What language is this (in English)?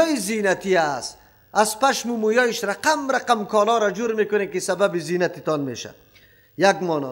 Persian